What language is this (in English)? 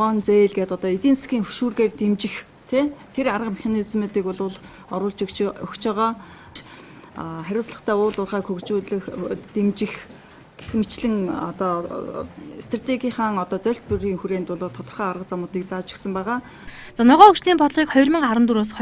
Mongolian